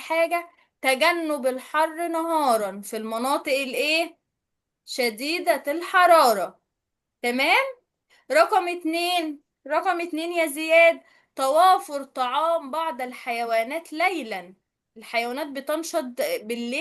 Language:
Egyptian Arabic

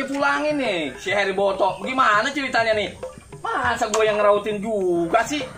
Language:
Betawi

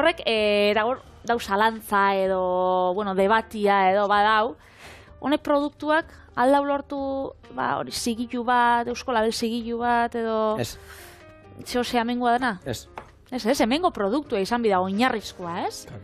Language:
Basque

